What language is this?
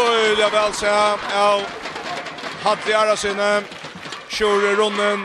Faroese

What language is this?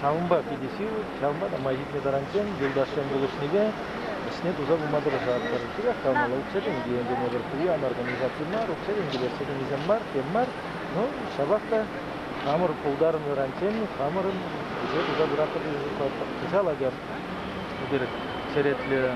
Chuvash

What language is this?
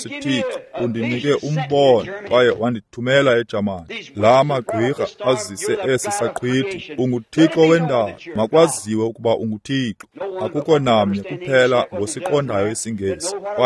Xhosa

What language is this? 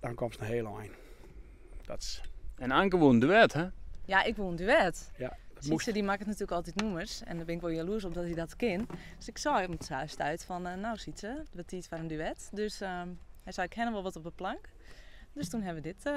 Western Frisian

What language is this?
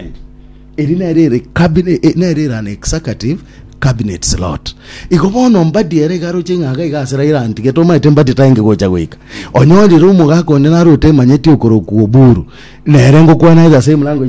Gusii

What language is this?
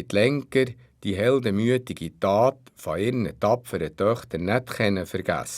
Swiss German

